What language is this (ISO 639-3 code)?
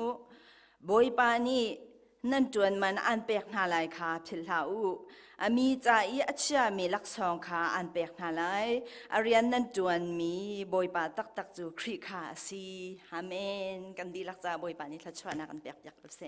cnh